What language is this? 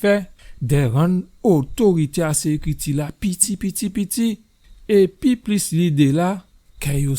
Guadeloupean Creole French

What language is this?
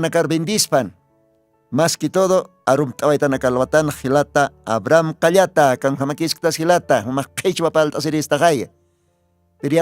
Aymara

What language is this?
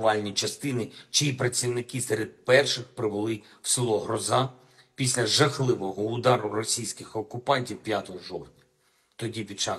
Ukrainian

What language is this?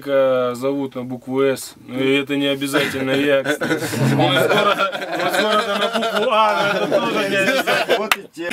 Russian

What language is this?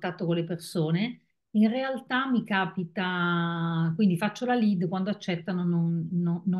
Italian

